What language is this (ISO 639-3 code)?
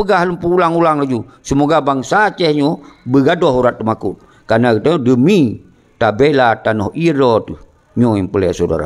ace